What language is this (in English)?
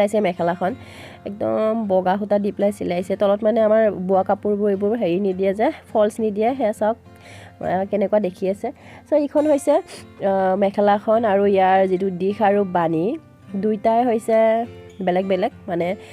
Assamese